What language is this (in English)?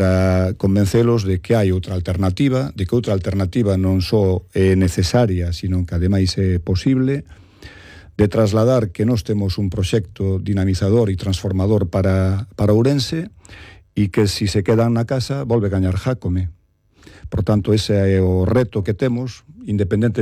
Galician